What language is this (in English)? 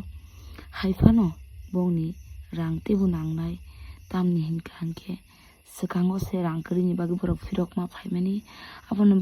Kok Borok